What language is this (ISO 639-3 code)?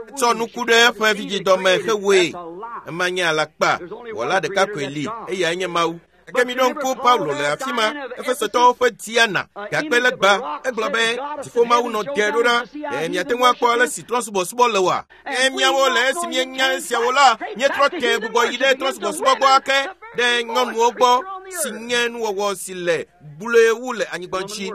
ewe